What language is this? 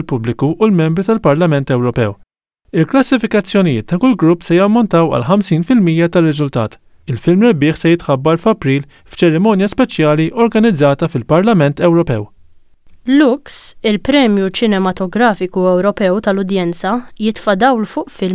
Maltese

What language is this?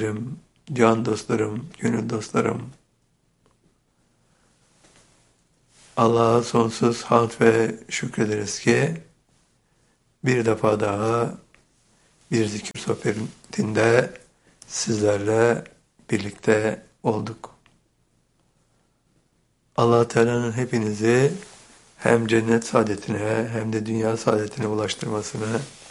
Turkish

